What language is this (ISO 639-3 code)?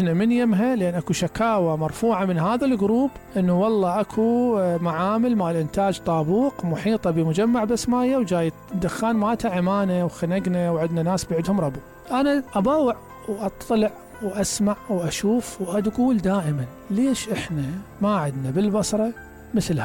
acm